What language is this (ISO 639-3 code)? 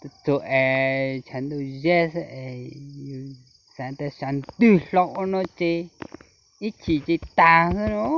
hmn